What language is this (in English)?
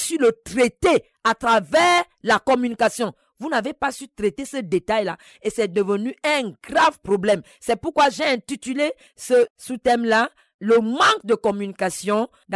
French